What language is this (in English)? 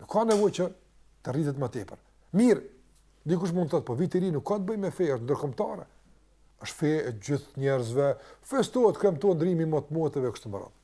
Albanian